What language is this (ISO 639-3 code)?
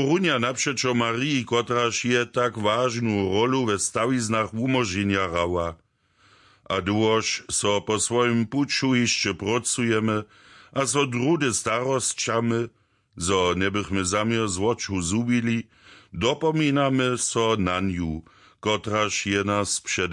hsb